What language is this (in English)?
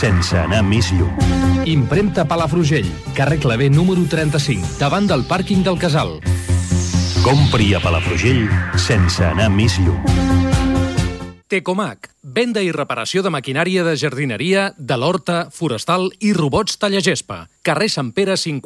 Catalan